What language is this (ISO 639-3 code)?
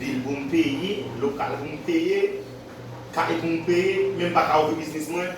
hat